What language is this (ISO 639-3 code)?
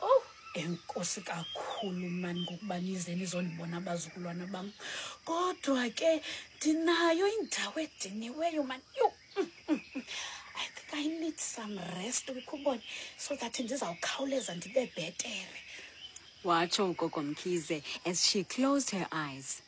xho